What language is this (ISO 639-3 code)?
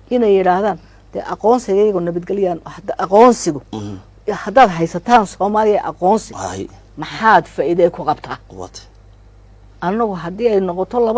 som